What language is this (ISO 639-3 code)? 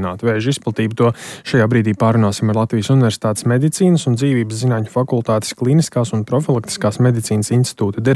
lav